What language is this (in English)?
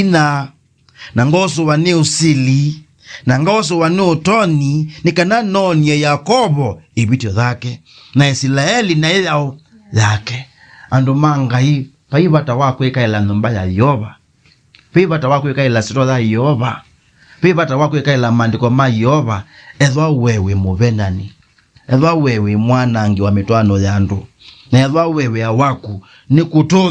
Kamba